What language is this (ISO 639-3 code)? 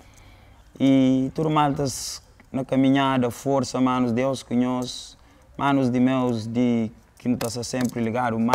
kea